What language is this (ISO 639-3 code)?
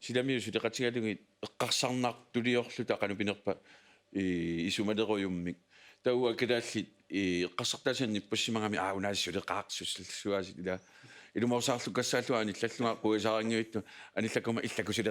kal